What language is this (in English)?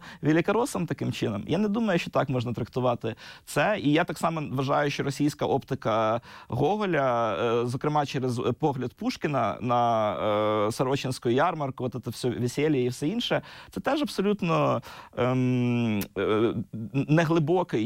Ukrainian